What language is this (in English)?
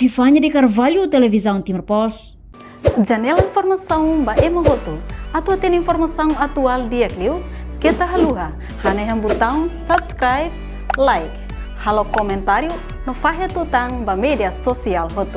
Tetum